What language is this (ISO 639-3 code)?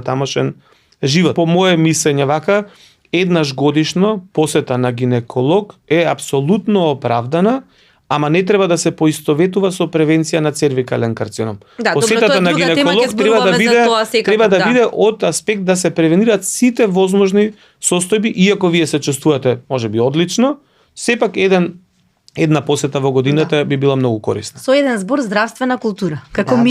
mkd